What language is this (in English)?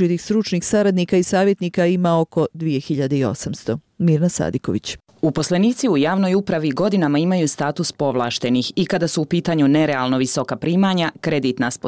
Bosnian